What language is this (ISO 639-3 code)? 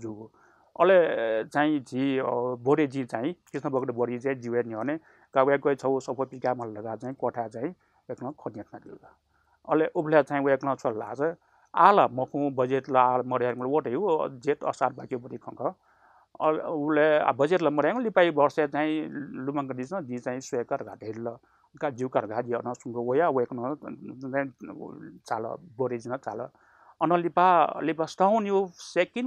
new